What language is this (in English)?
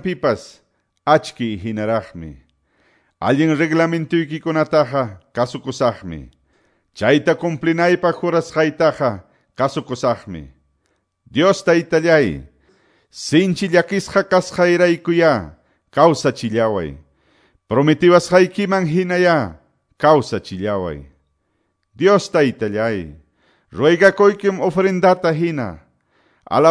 Quechua